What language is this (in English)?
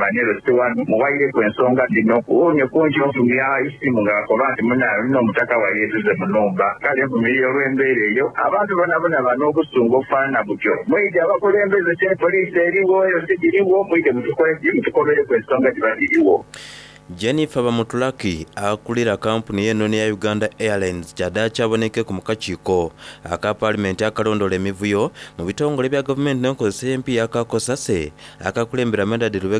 Soga